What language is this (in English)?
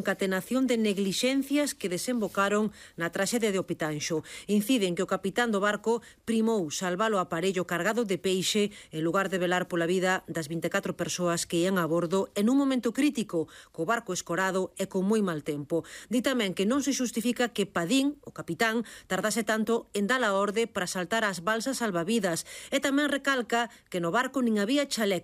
Galician